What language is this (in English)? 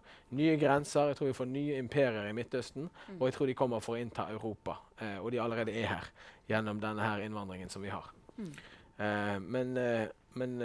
Norwegian